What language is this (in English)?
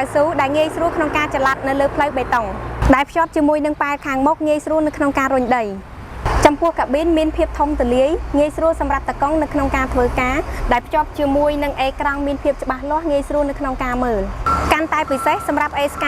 Khmer